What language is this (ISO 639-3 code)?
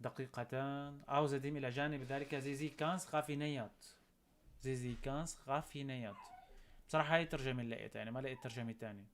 apc